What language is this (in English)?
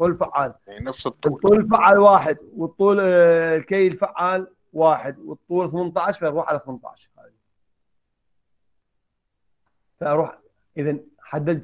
Mesopotamian Arabic